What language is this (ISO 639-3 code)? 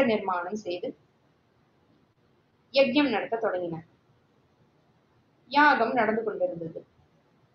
tam